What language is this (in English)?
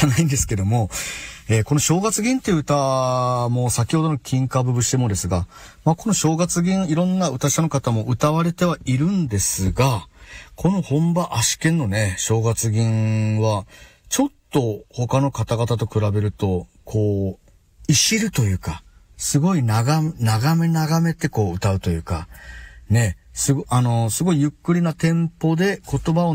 Japanese